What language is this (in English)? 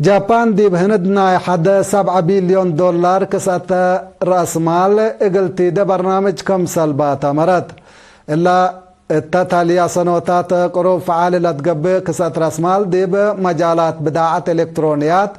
Tigre